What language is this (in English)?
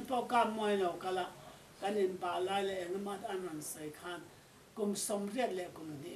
Mizo